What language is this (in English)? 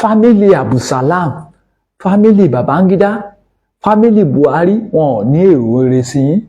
Yoruba